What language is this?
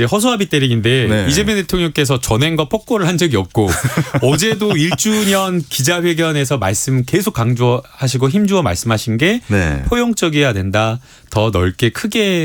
Korean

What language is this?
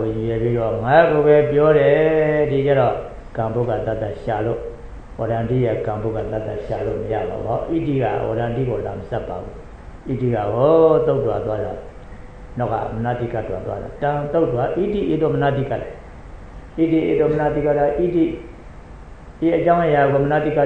Burmese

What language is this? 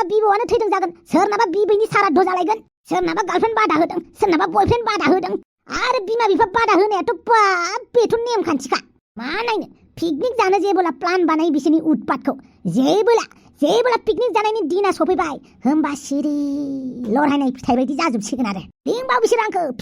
Bodo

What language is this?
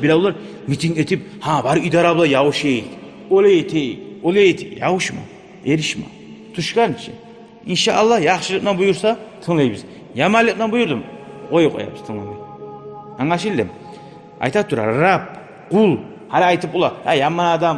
Kumyk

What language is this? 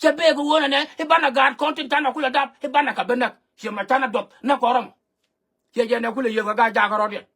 Nuer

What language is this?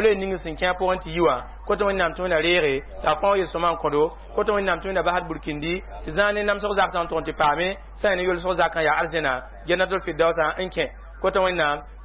Mossi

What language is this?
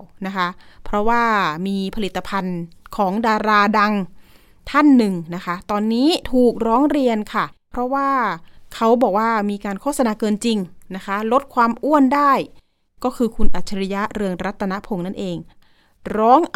Thai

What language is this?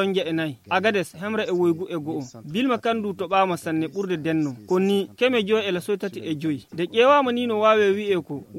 Fula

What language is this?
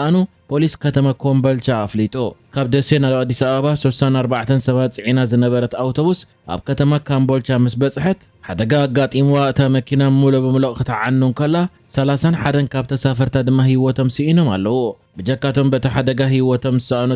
Tigrinya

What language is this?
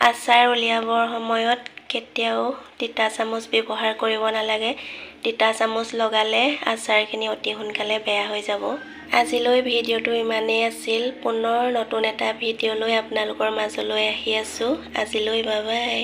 Assamese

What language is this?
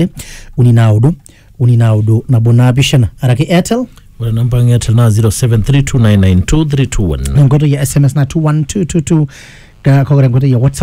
Masai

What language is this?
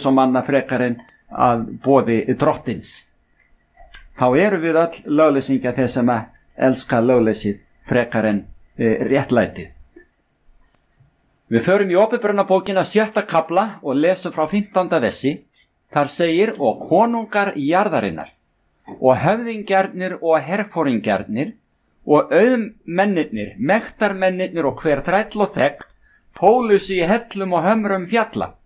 Icelandic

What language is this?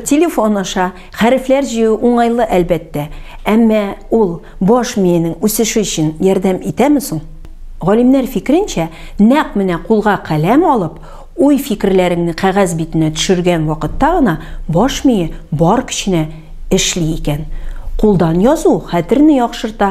Tatar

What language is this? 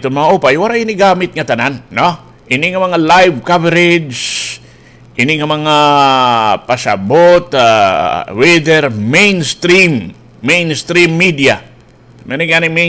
Waray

